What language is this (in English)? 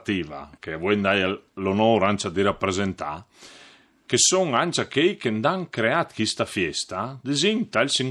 Friulian